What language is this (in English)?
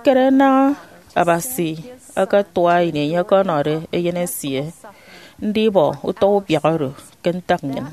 Efik